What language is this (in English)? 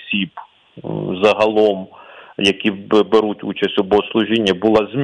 Ukrainian